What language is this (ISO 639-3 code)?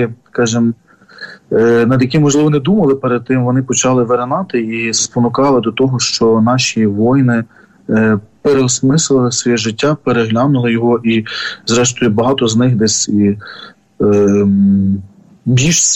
ukr